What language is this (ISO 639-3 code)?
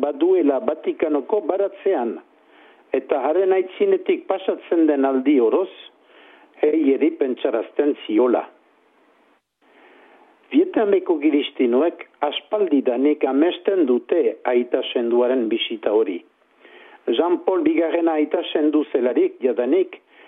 eus